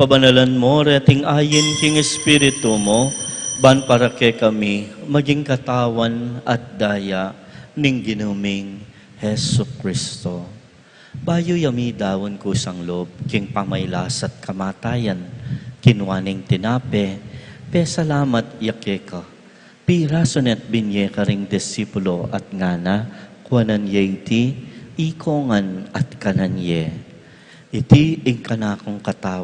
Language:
Pampanga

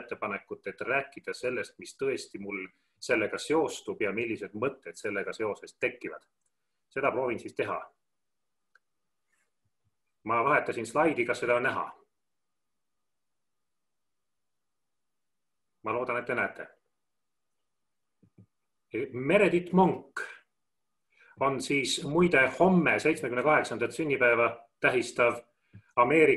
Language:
Estonian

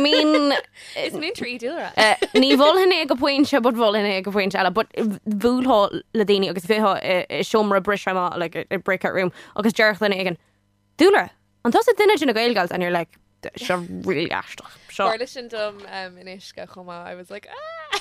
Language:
Irish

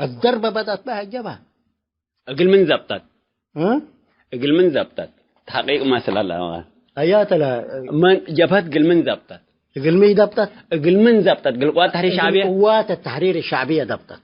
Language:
Tigre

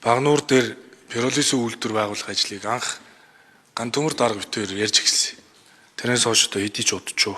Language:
Mongolian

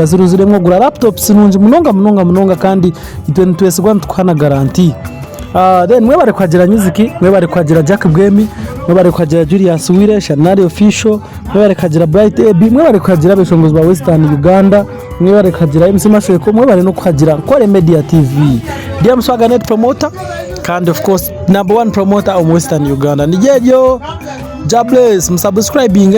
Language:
Nyankole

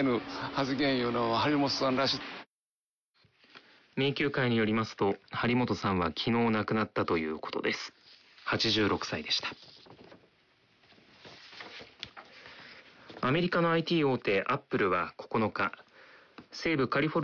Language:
Japanese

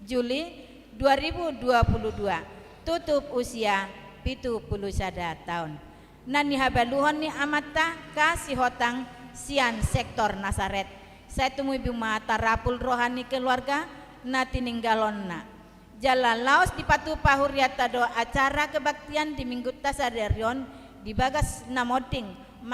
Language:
Batak Toba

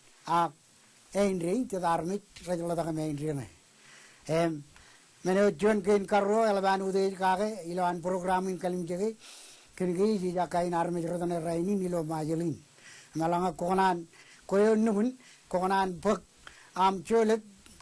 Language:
Marshallese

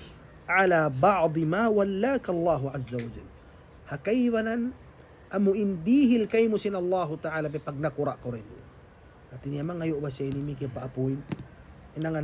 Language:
Tausug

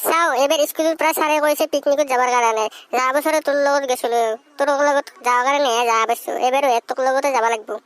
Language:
Assamese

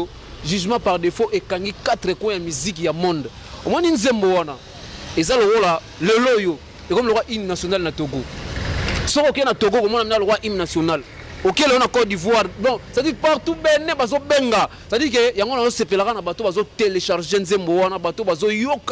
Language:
Lingala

